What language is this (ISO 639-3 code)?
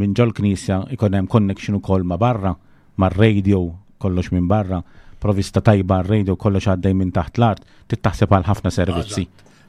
mlt